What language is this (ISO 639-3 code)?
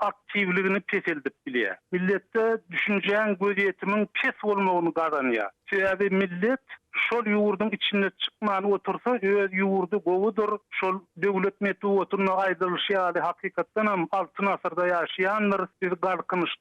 tuk